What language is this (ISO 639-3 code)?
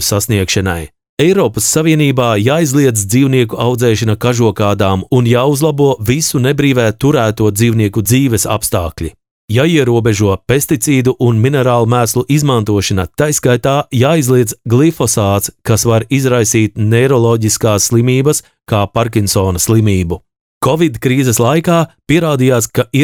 lav